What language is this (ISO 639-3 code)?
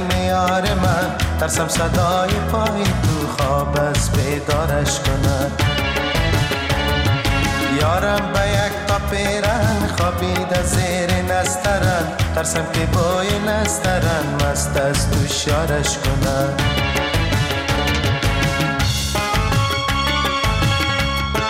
fas